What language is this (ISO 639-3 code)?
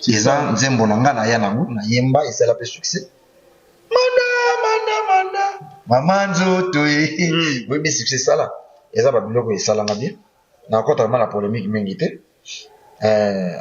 lin